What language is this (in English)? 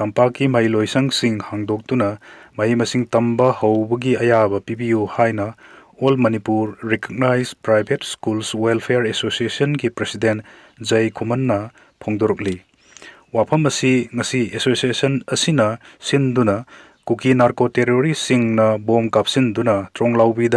Manipuri